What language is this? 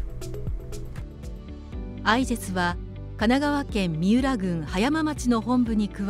Japanese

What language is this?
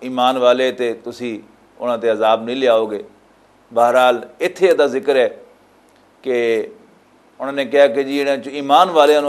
Western Panjabi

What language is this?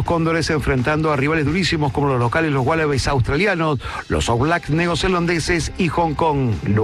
Spanish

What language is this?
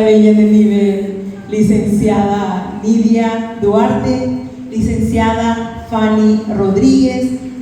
Guarani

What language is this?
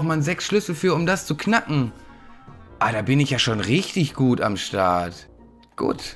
German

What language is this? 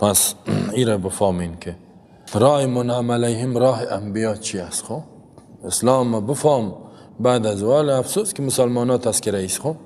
Persian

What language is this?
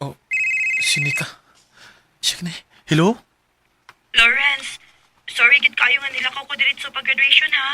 Cebuano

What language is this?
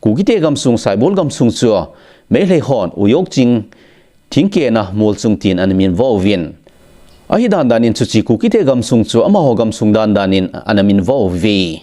Thado Chin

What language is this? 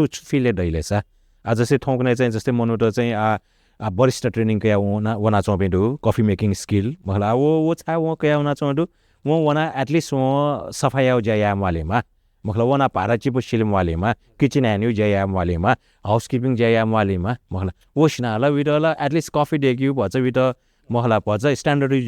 Newari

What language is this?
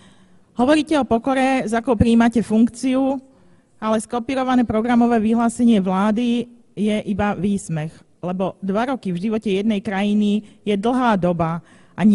Slovak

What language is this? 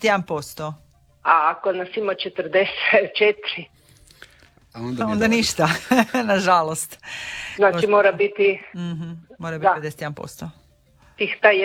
Croatian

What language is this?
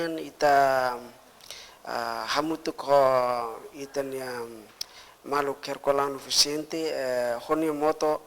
Tetum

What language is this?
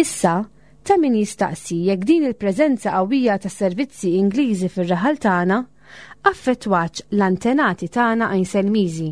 Maltese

